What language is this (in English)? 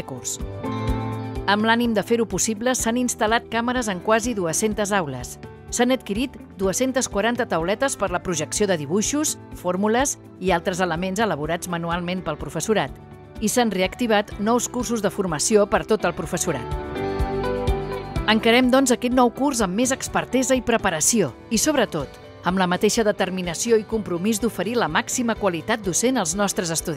Catalan